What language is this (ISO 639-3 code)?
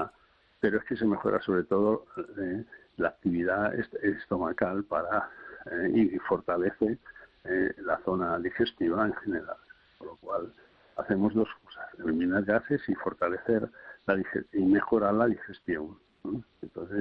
spa